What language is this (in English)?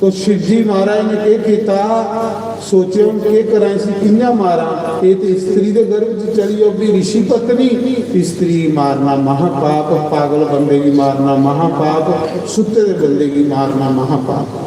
Dogri